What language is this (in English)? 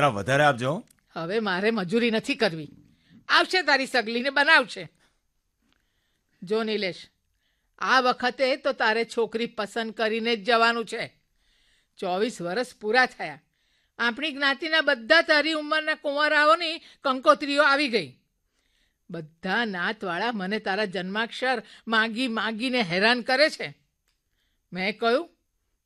Gujarati